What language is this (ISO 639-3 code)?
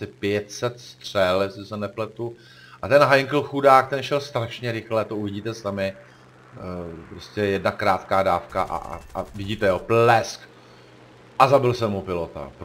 ces